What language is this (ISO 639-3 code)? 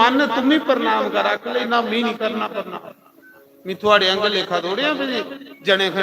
doi